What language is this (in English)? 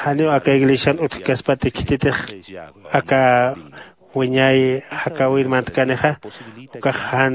Aymara